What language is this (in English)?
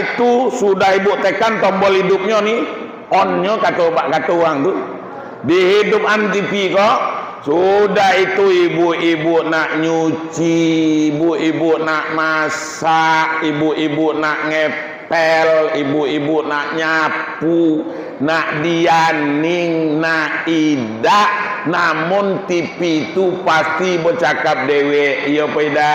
Minangkabau